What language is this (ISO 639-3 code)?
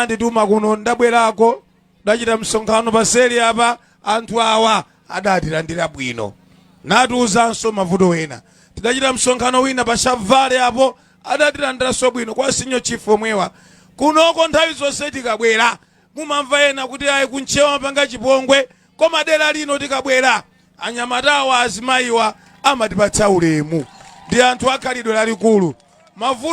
nya